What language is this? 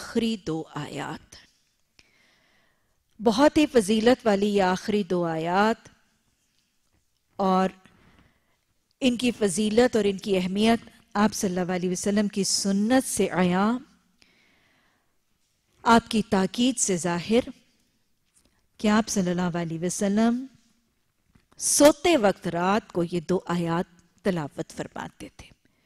Urdu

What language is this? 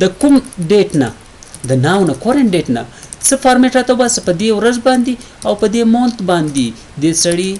Pashto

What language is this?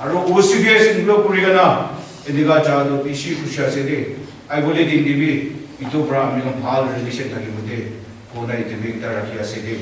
Naga Pidgin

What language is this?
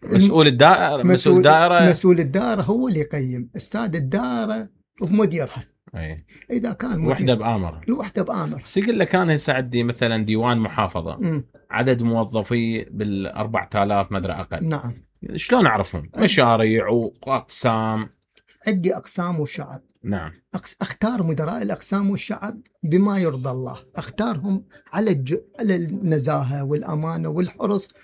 Mesopotamian Arabic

